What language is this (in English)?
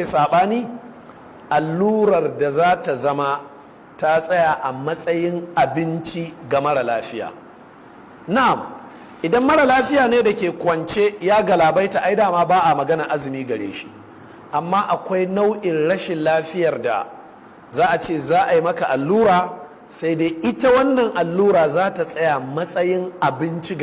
Hausa